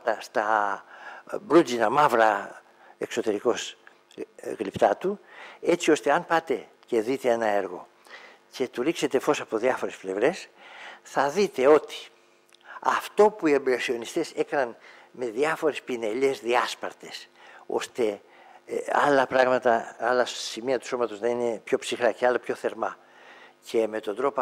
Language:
Greek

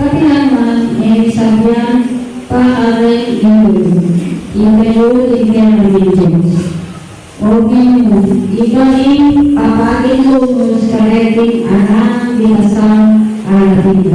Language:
Pampanga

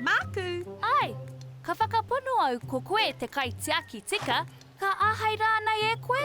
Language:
Māori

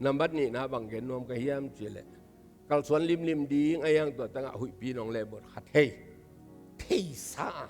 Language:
Tedim Chin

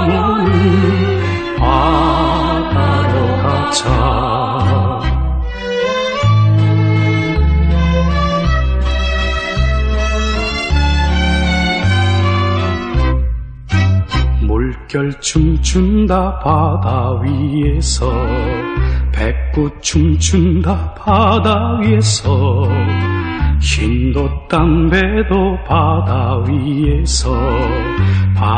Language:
Korean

